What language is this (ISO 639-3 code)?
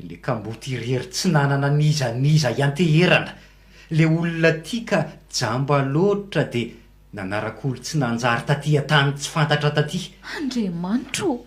mlg